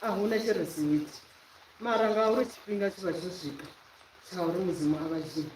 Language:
Venda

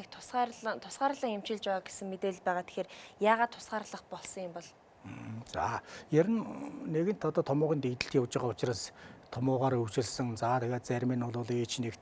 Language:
Mongolian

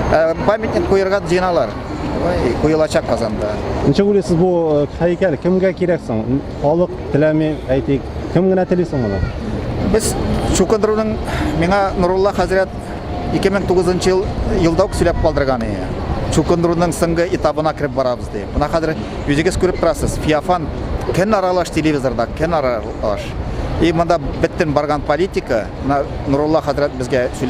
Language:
Tatar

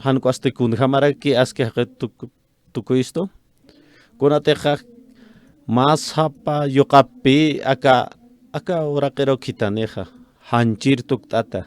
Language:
Aymara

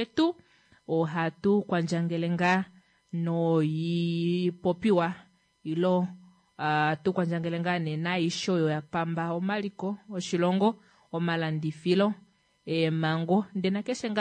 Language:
Kuanyama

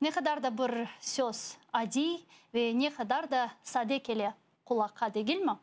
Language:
Crimean Tatar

